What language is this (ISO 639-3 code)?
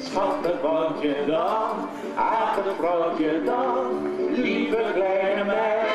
fry